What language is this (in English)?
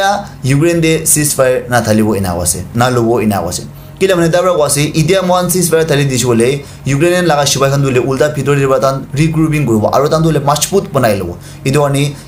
Naga Pidgin